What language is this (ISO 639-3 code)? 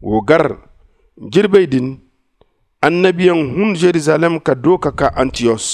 dje